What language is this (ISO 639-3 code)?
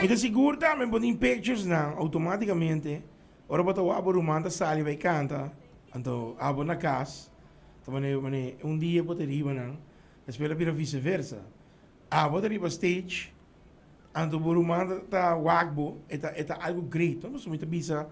pap